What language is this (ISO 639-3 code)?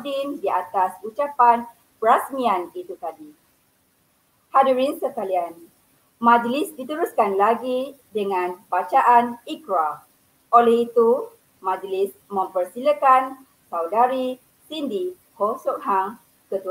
msa